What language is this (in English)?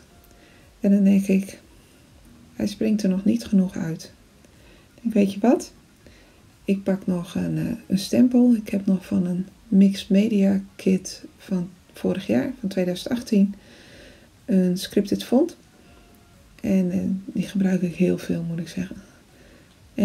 Dutch